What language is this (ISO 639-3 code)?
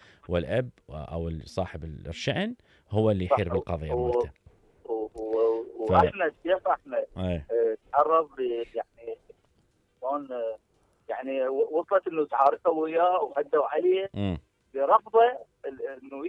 acm